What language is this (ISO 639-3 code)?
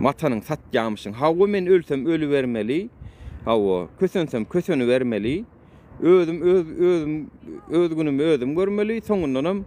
tuk